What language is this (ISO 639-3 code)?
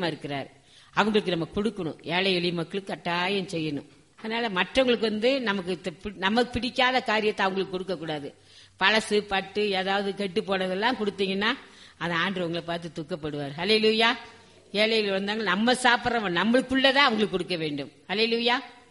tam